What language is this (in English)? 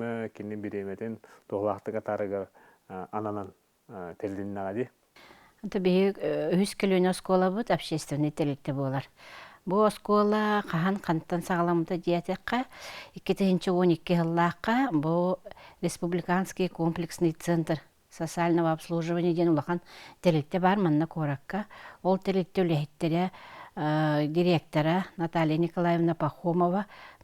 Yakut